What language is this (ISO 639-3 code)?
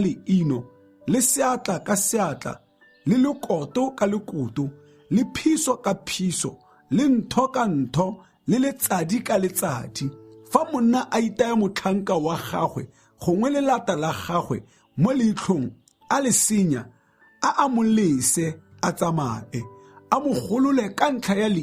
tsn